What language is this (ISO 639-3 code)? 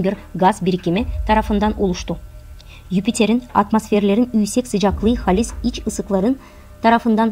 gag